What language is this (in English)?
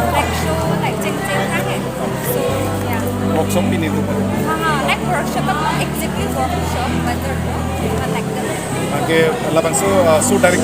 Karbi